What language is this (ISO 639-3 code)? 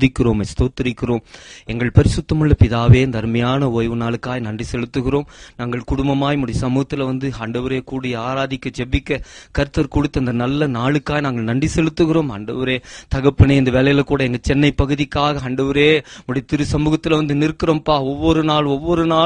tam